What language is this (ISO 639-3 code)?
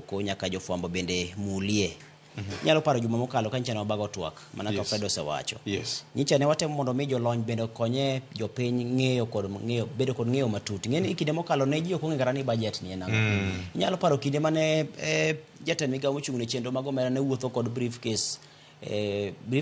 luo